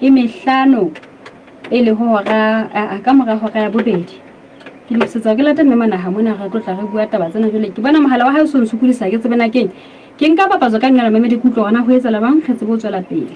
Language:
Southern Sotho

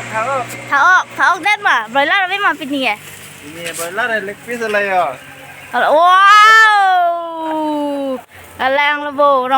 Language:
Karbi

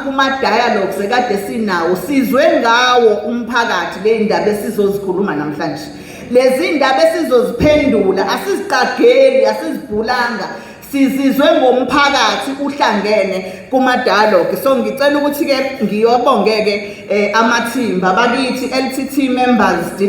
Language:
Zulu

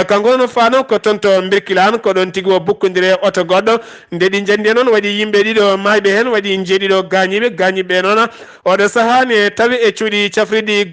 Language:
Fula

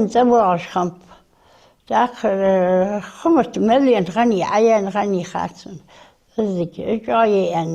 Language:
Ingush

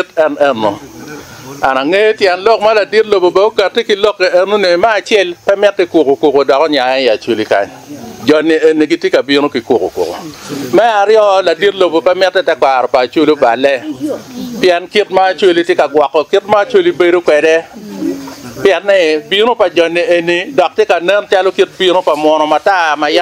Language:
Acoli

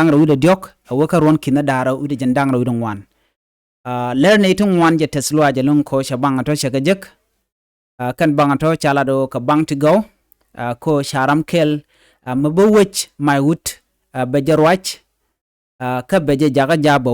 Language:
Nuer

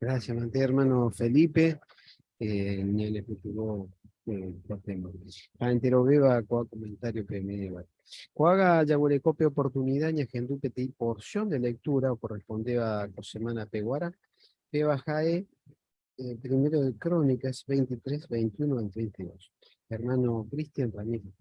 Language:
Guarani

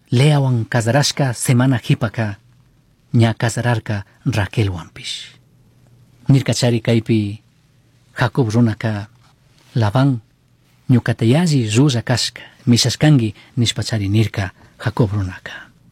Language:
Chimborazo Highland Quichua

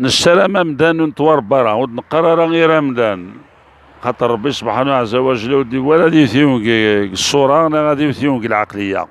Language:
Algerian Arabic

